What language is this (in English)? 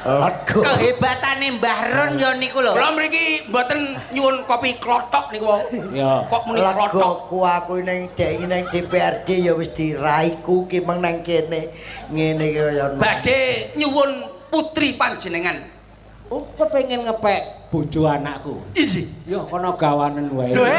Javanese